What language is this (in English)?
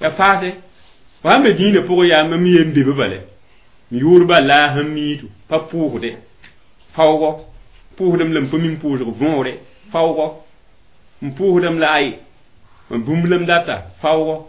Mossi